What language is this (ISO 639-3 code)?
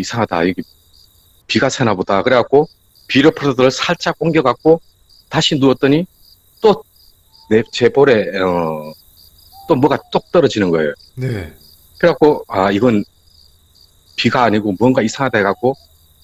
kor